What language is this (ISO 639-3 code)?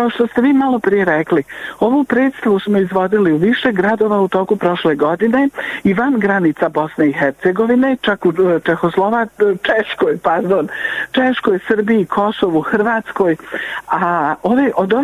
bos